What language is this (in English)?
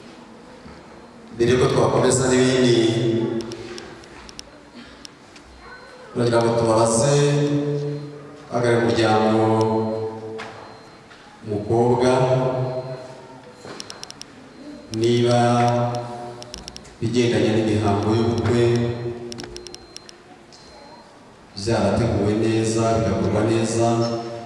Kinyarwanda